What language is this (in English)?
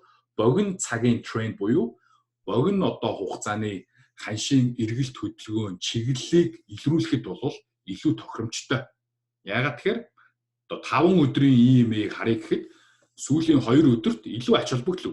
Mongolian